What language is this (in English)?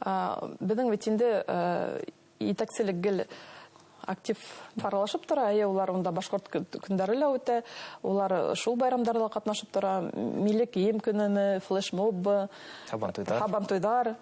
Bashkir